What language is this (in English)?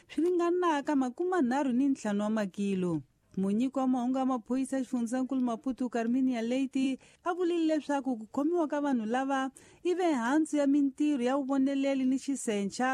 Tsonga